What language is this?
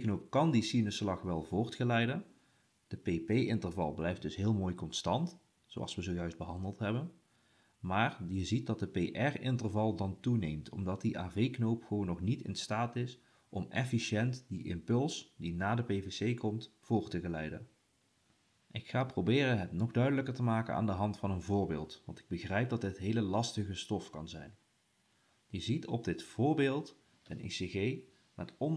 Dutch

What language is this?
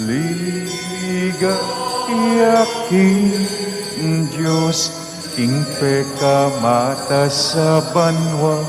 Pampanga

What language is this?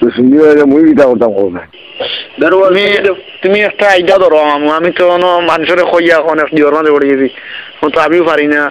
Sylheti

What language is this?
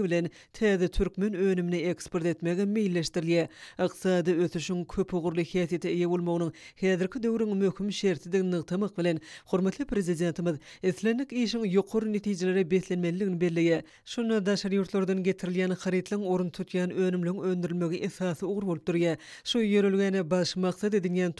Turkmen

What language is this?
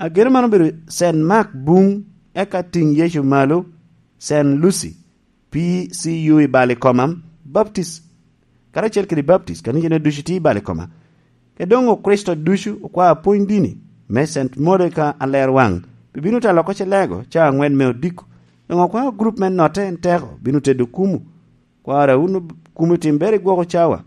Lango (Uganda)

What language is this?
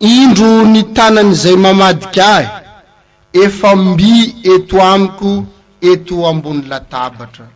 Malagasy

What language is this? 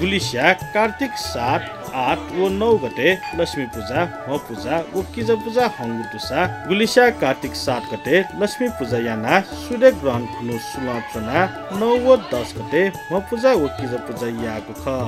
Newari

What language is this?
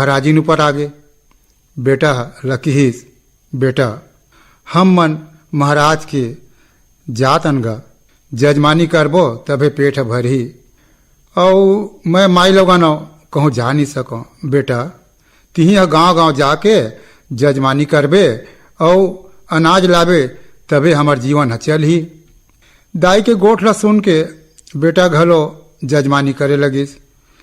Chhattisgarhi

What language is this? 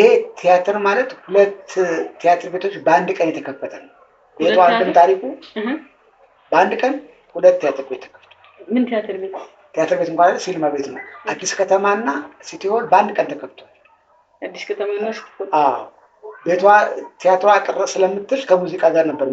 Amharic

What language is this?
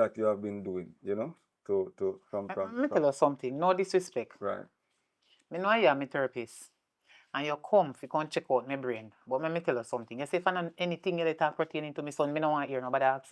Jamaican Creole English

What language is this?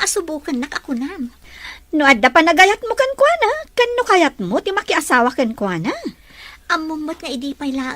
Iloko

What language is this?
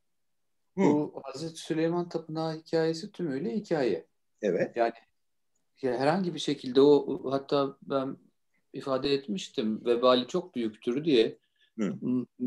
Turkish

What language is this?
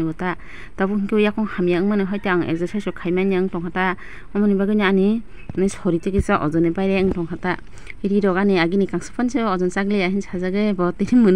Kok Borok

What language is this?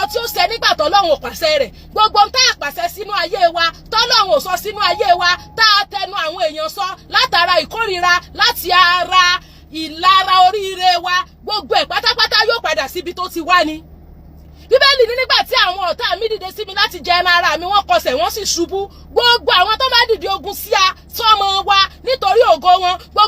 Yoruba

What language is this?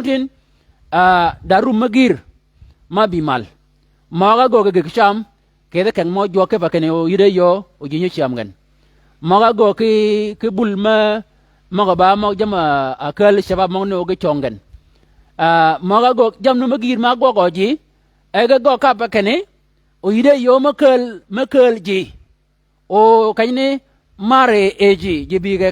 Shilluk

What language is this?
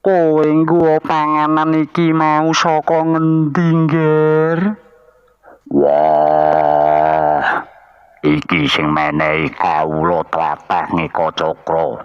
Javanese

